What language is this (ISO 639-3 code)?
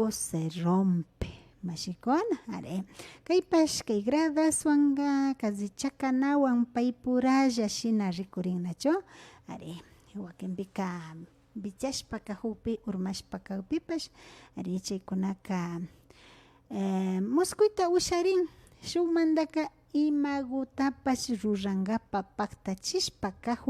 qvi